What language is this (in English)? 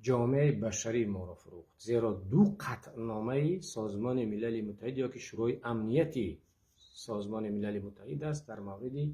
Tajik